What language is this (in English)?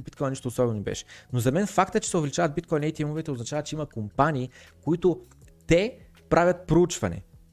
Bulgarian